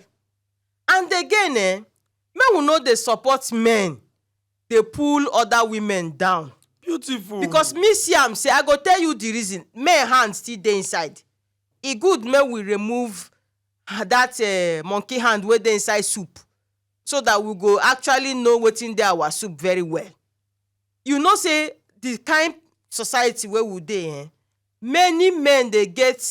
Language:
Nigerian Pidgin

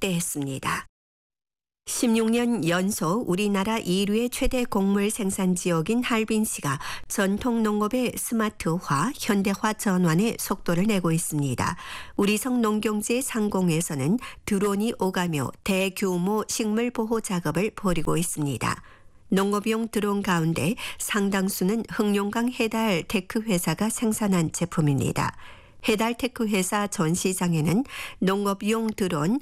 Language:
Korean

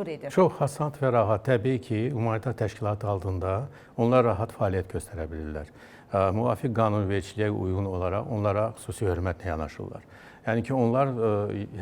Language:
Azerbaijani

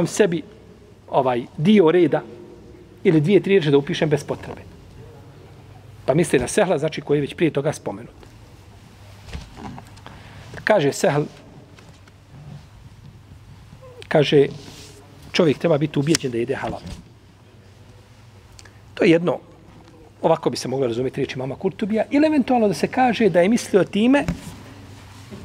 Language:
Bosnian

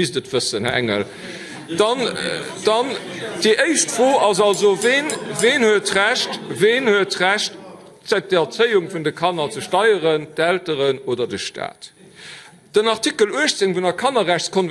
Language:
Luxembourgish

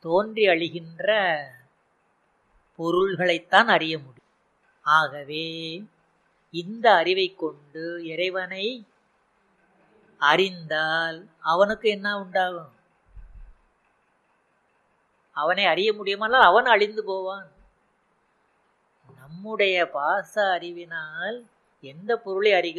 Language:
Tamil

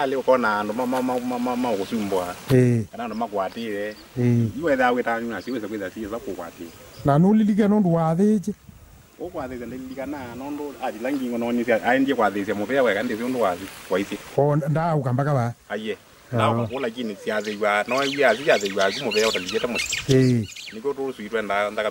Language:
Kamba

